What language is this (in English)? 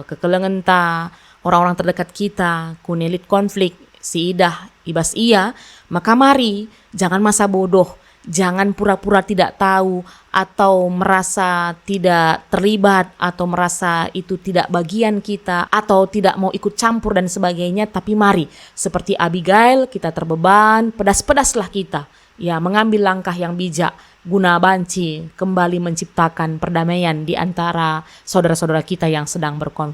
Batak Karo